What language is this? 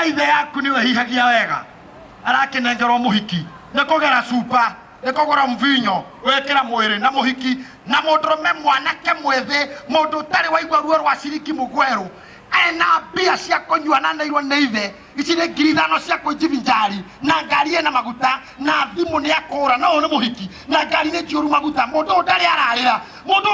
Kikuyu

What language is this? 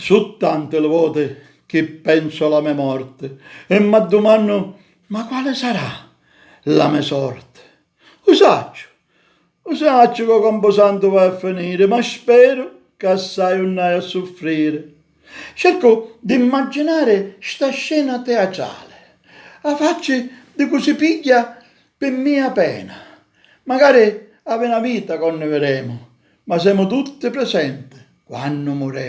Sicilian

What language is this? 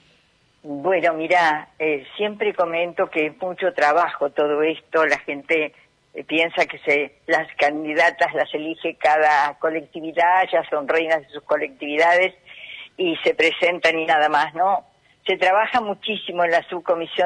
Spanish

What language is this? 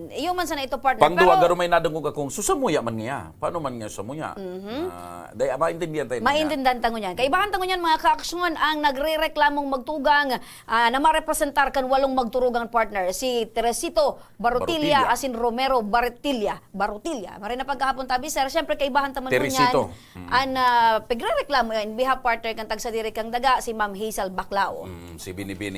Bikol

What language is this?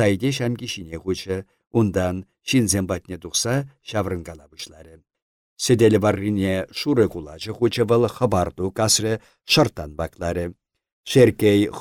Chuvash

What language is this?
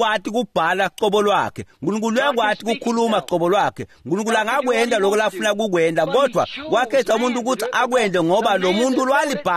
Swati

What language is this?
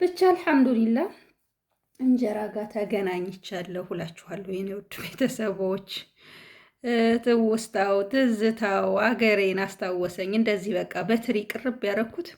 Amharic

